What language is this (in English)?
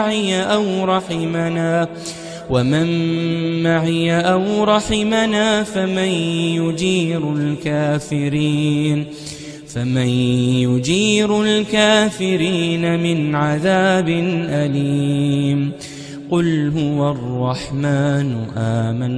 Arabic